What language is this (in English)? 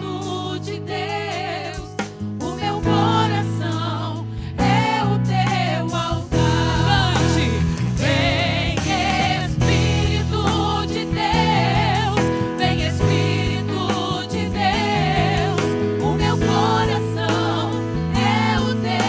Portuguese